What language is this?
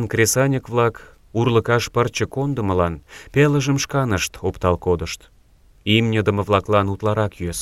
Mari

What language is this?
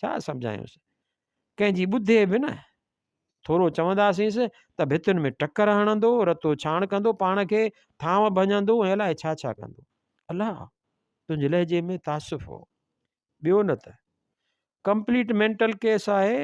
Sindhi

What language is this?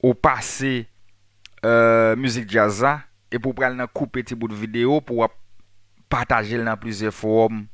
Haitian Creole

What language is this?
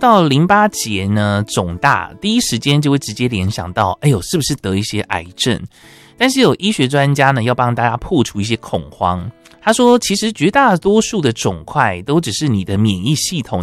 Chinese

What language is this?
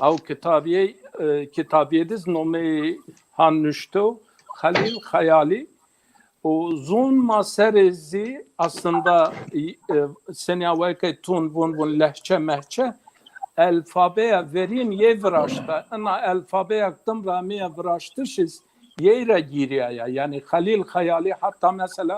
Zaza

